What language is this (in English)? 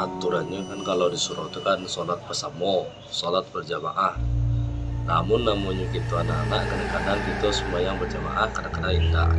Minangkabau